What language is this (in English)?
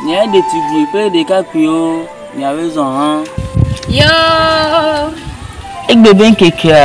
Ewe